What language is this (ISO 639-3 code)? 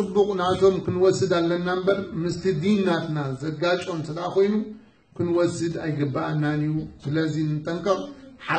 tir